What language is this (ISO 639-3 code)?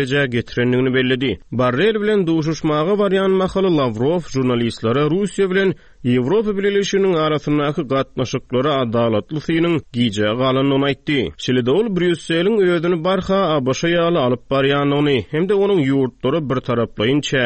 tuk